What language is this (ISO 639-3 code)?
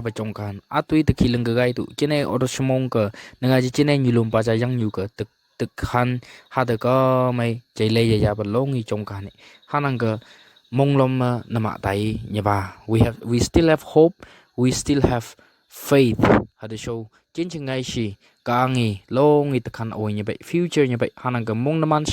nph